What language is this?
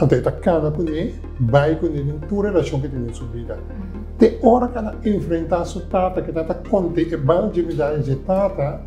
Papiamento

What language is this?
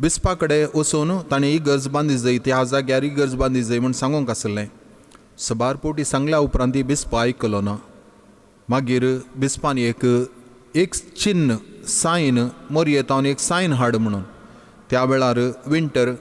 Konkani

